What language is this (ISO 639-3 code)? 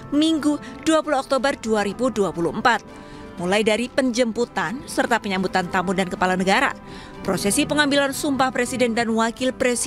ind